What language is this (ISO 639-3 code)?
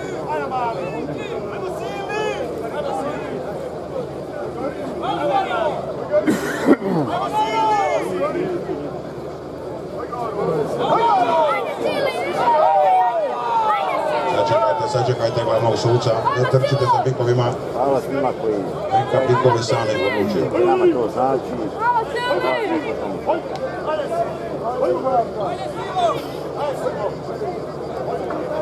hrv